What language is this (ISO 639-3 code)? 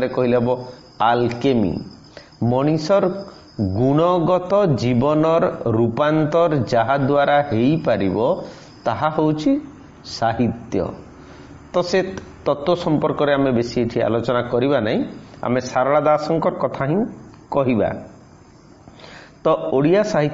ori